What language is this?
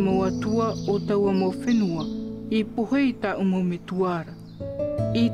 Tahitian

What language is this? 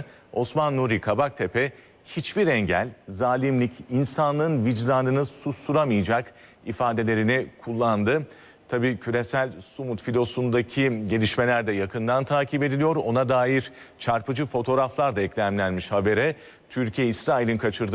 Turkish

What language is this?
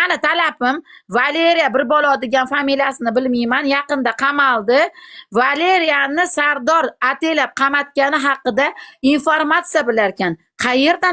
Uzbek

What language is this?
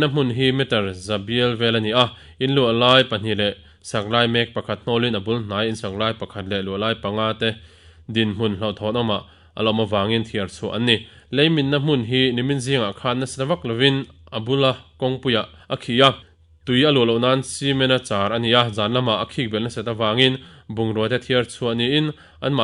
Mizo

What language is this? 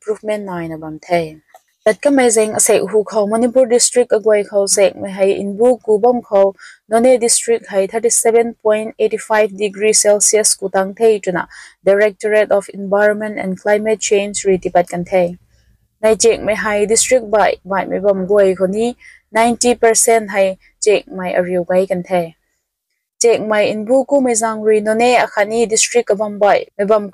Rongmei Naga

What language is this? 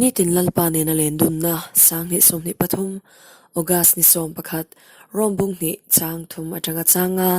Hmar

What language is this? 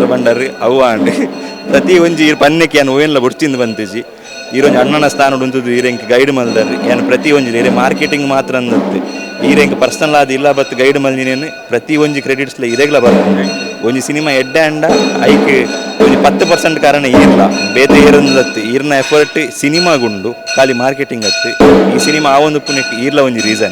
Tulu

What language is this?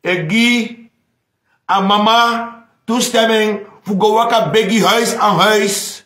Sranan Tongo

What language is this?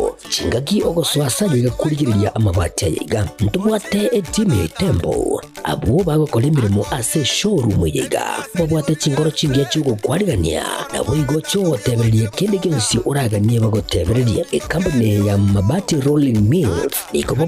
Gusii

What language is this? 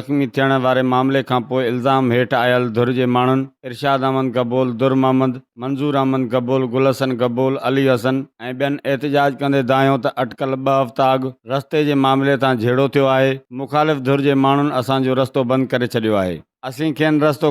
Sindhi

